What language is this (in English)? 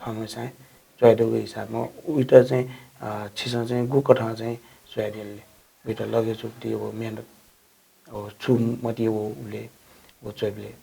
Newari